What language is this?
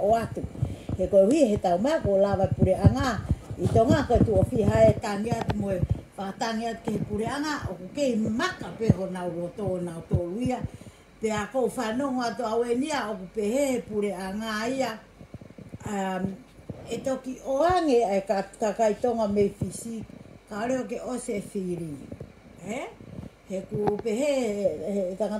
Tongan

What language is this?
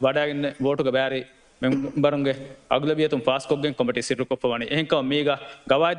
Divehi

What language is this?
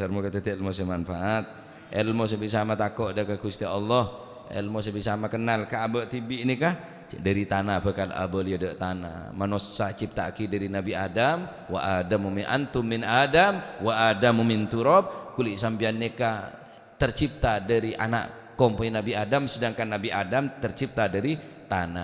Madurese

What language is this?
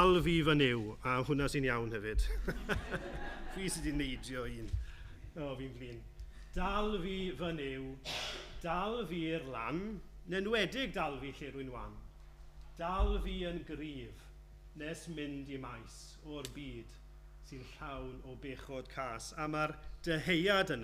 Welsh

